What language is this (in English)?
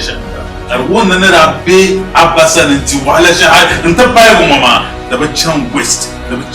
Dagbani